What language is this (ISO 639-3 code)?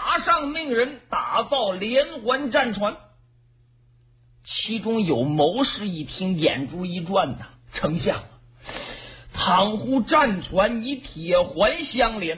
zho